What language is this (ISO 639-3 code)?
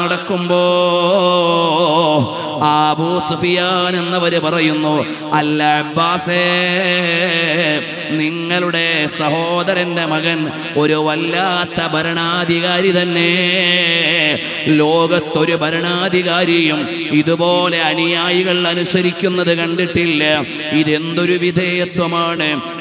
mal